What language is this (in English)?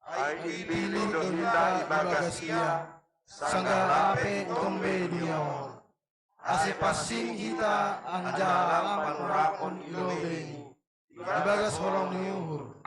Batak Simalungun